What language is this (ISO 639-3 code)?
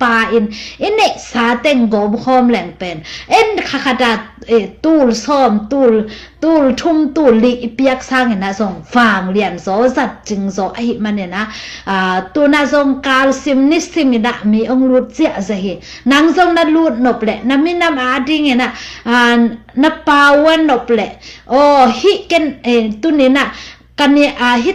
ctd